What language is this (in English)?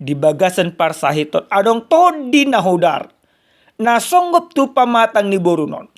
Batak Toba